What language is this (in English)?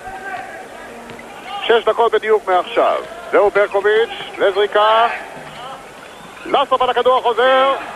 Hebrew